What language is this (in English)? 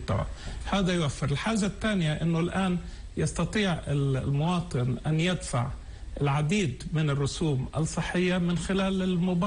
North Levantine Arabic